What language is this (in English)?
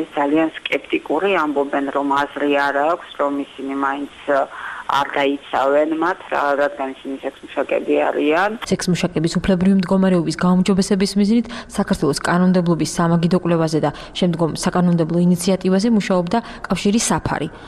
Georgian